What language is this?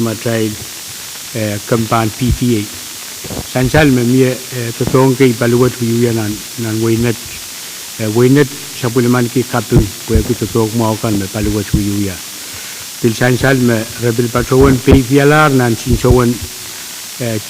Pohnpeian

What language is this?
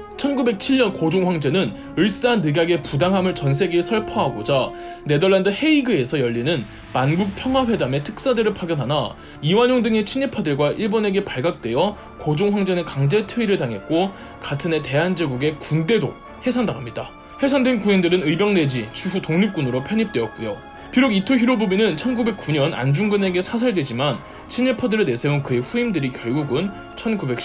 Korean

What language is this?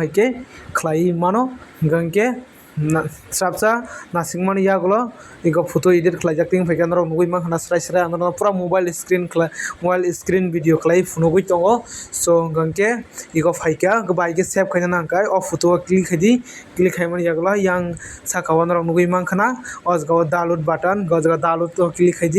Kok Borok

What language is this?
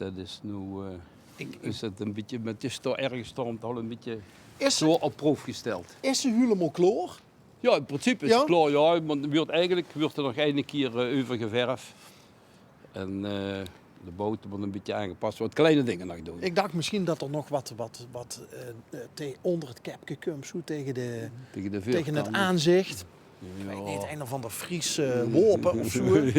Limburgish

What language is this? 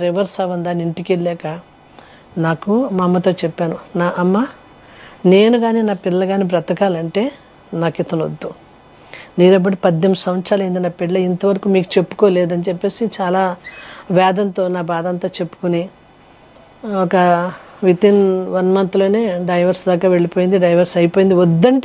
Telugu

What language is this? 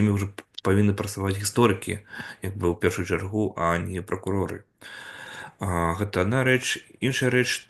Belarusian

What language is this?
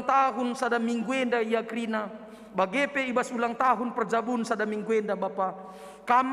Batak Karo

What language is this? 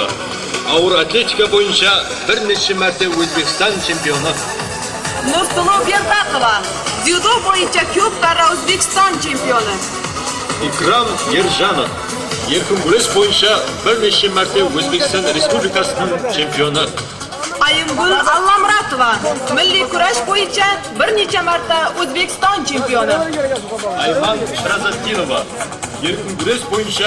Kara-Kalpak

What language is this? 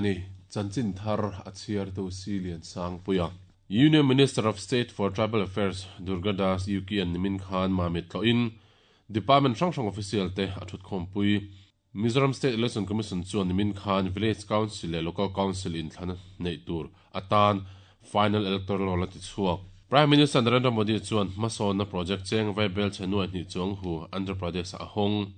Mizo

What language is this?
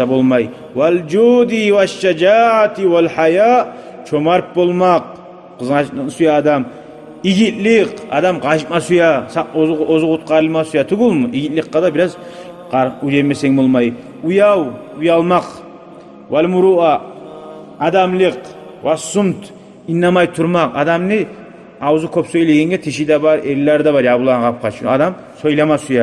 Kumyk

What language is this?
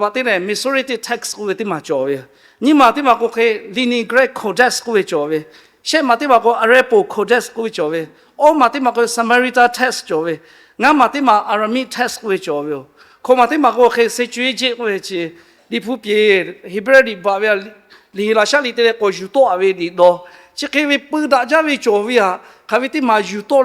Lahu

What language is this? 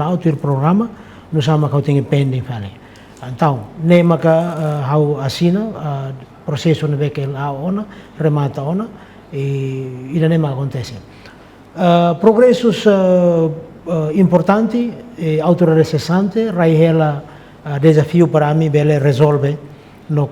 Tetum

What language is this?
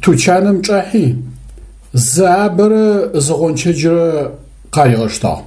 Adyghe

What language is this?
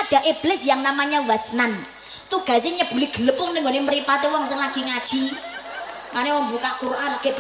Javanese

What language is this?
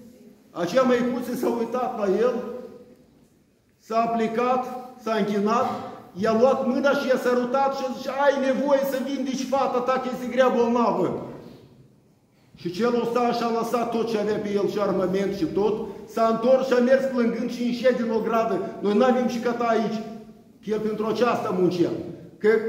Romanian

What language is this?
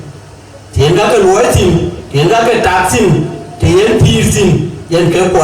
Dinka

